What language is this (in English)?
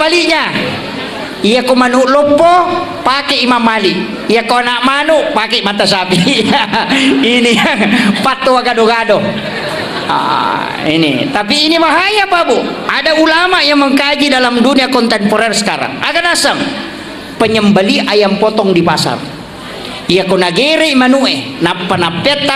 Buginese